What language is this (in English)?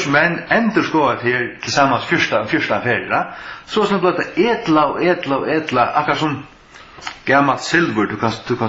Faroese